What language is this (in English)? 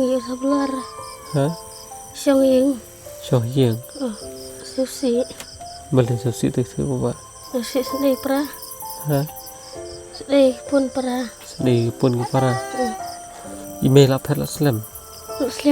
Khasi